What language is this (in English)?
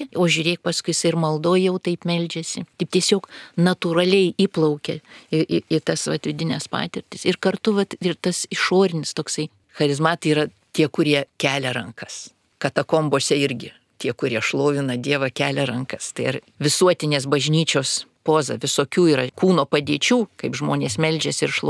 Lithuanian